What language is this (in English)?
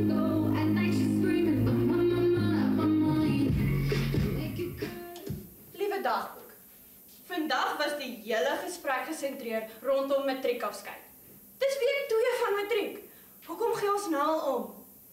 Afrikaans